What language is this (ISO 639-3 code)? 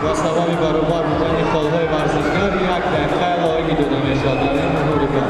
tgk